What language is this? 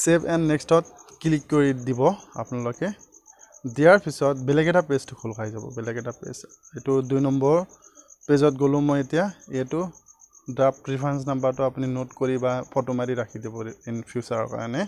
Assamese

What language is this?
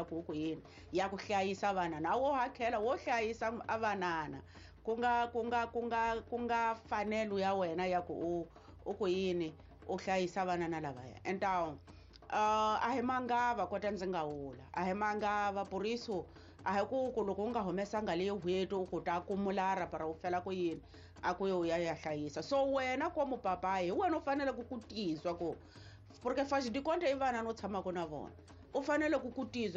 Tsonga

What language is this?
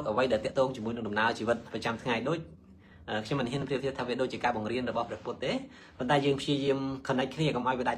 Khmer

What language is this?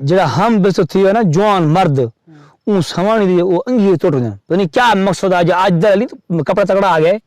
Saraiki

